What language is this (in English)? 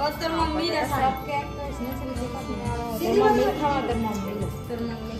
Chhattisgarhi